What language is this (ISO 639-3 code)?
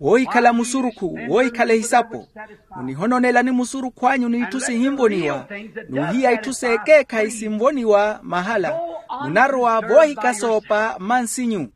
vmw